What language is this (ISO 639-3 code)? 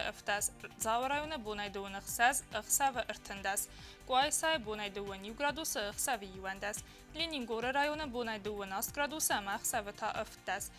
oss